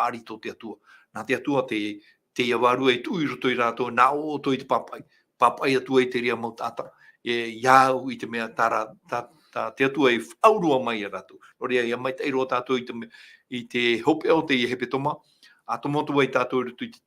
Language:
Tahitian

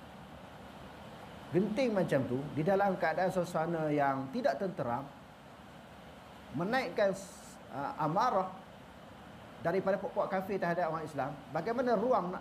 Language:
Malay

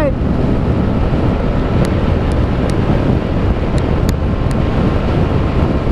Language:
Filipino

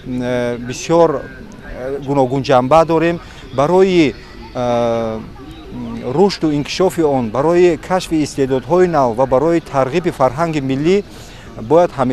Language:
Tajik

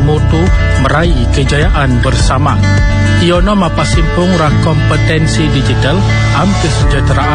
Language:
Malay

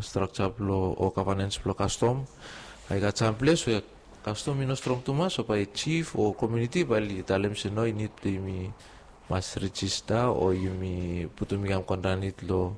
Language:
Bislama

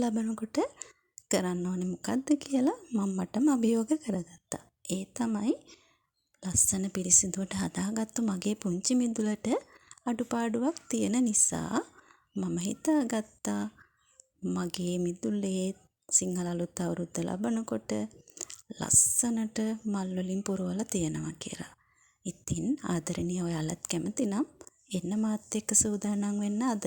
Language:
Sinhala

